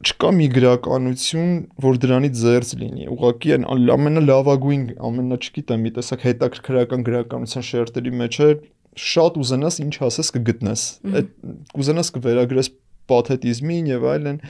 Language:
Armenian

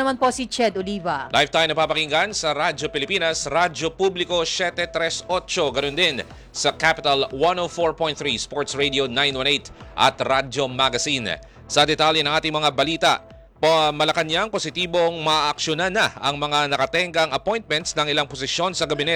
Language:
Filipino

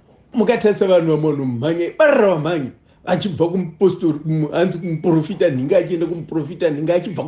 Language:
Shona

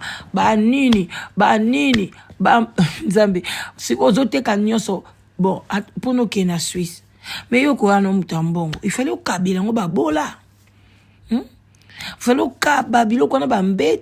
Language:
Lingala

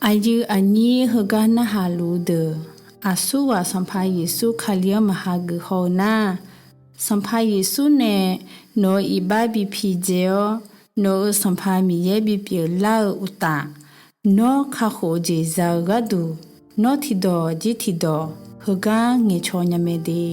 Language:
Akha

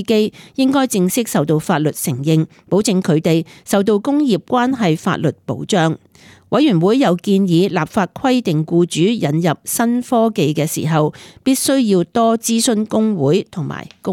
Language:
Cantonese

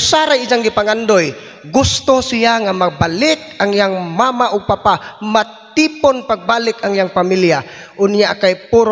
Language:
Cebuano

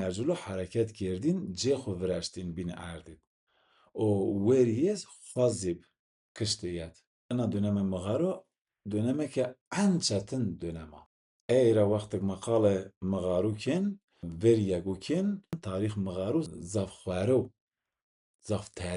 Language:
Zaza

